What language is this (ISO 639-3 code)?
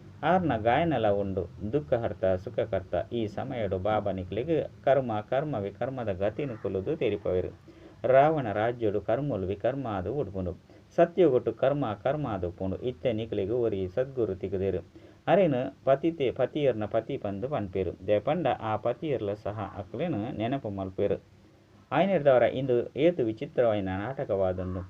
tcy